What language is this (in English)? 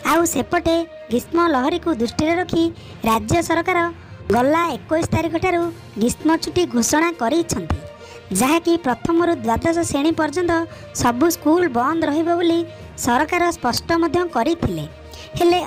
Odia